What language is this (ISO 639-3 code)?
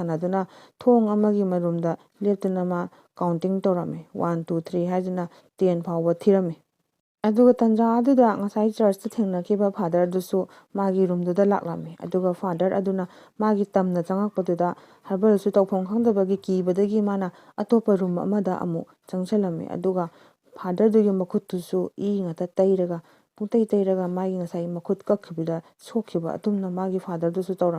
mni